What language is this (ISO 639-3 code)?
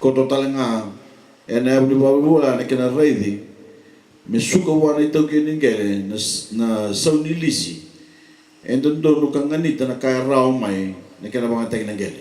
fij